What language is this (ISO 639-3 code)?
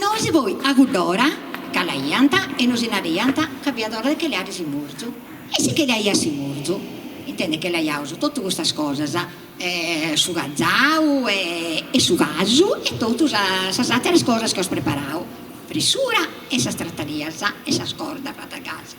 srd